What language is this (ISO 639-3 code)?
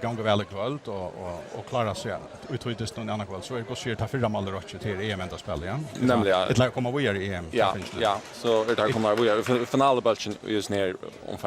fao